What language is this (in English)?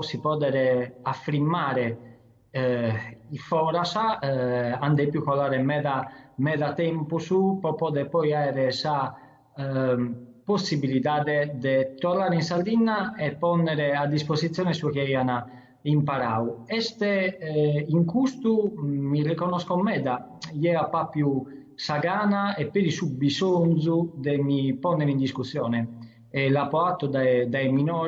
Sardinian